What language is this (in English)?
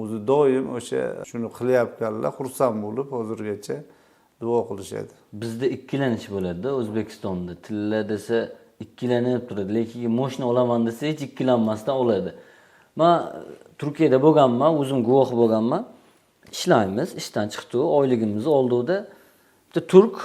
Uzbek